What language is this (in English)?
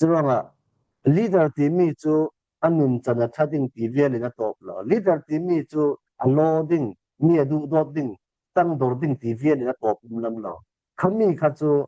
Falam Chin